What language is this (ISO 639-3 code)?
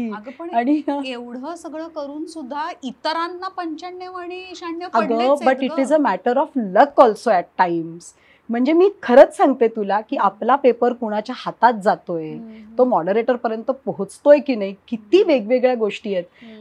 mar